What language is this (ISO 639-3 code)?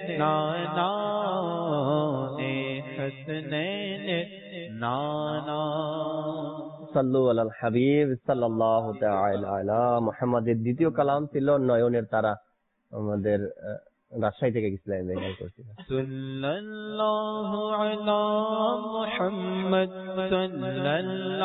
ben